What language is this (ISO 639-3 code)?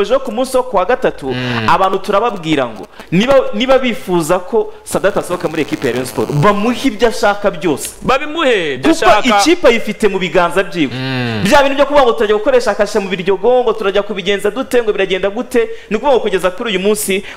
kin